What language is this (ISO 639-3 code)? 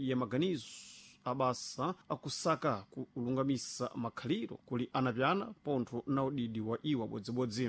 seh